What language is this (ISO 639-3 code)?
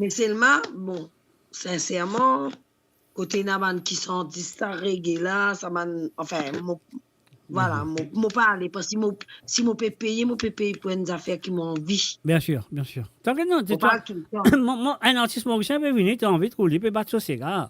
mfe